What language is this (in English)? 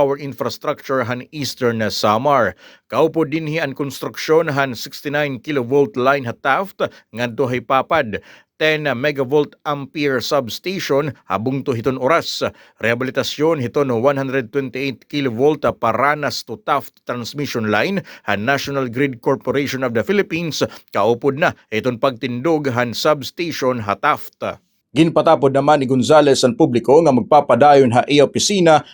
Waray